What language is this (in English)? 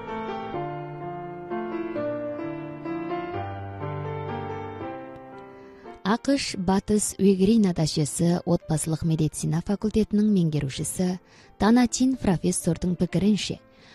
Kazakh